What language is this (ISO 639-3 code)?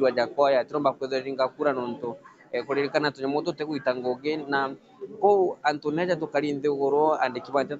mer